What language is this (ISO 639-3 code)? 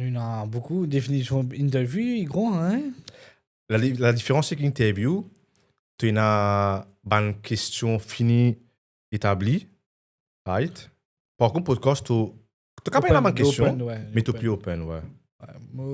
mfe